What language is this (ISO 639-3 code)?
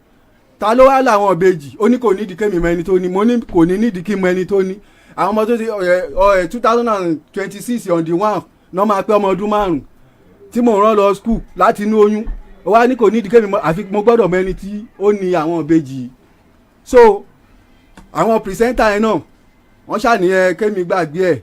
yor